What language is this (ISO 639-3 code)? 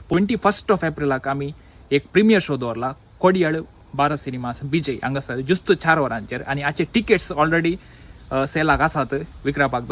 kok